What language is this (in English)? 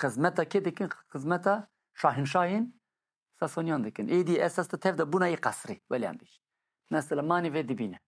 Kurdish